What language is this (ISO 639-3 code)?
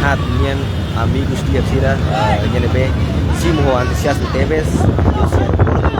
tet